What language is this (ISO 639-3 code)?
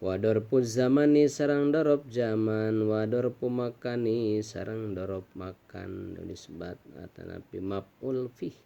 sun